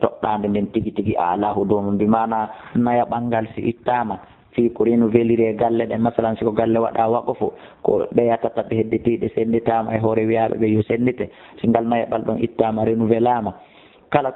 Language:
Fula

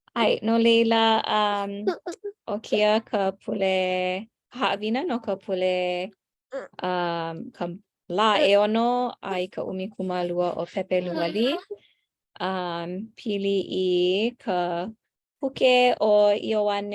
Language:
Hawaiian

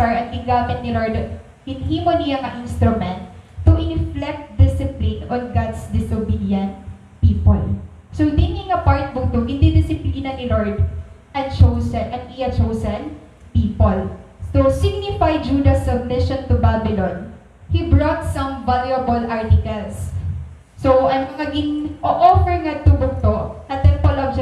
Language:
Waray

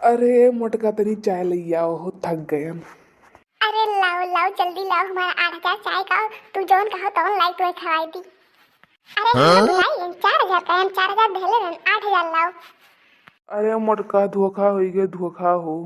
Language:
Awadhi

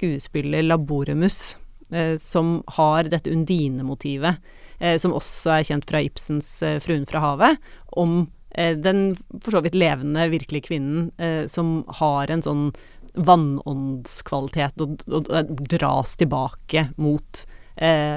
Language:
Norwegian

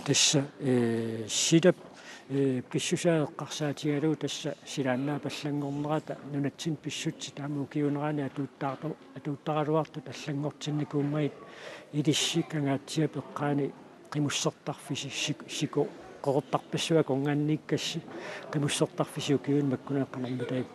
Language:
Kalaallisut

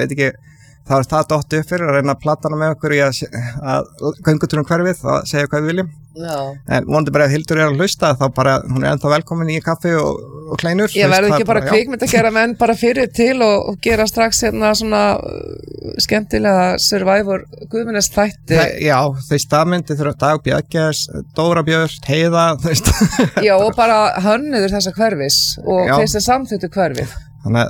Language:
Icelandic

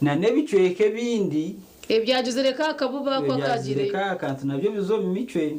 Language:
Nyankole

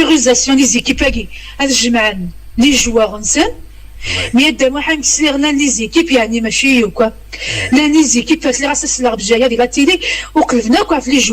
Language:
Kabyle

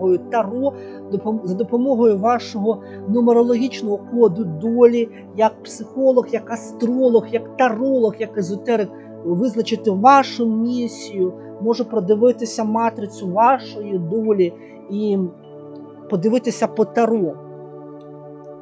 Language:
Ukrainian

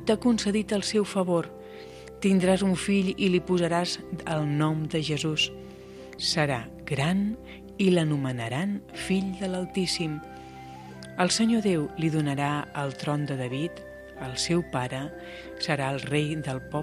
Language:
Catalan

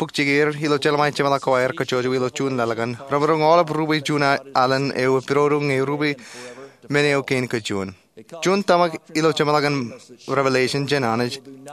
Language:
Marshallese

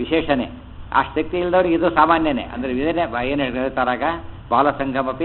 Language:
Kannada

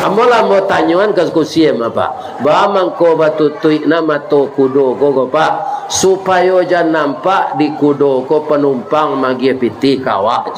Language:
Minangkabau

